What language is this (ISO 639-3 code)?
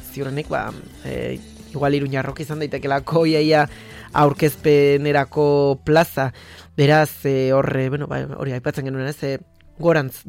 eus